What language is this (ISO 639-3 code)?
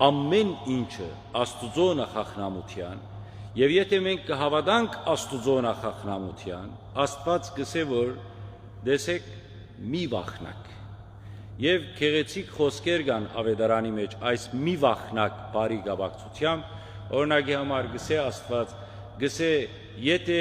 hyw